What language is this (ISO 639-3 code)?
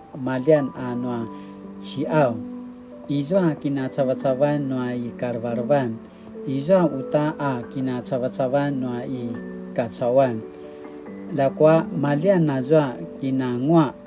pwn